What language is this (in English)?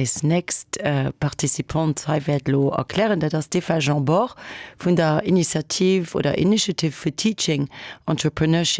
Luxembourgish